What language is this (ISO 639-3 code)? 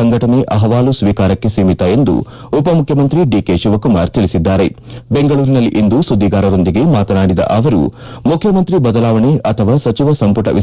kan